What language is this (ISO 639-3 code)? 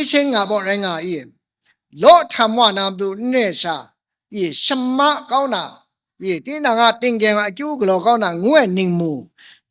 kac